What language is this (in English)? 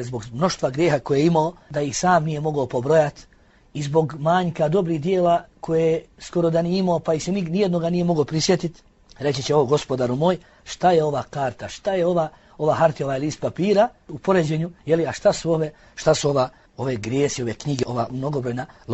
Bosnian